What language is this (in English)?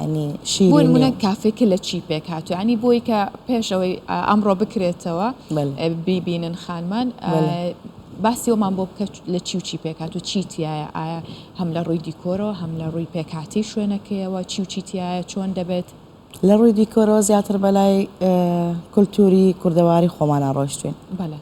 Central Kurdish